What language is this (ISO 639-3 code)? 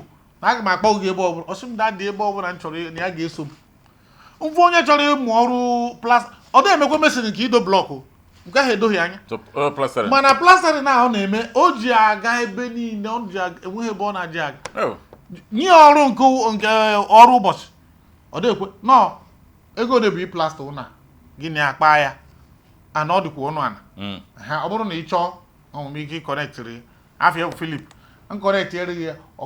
ibo